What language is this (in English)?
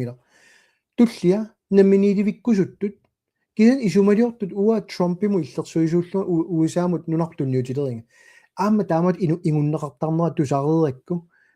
Kalaallisut